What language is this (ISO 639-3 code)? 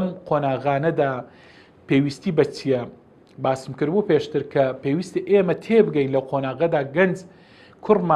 ckb